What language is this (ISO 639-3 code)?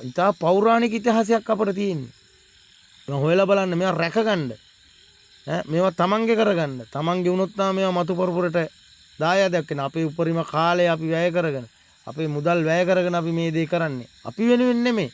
sin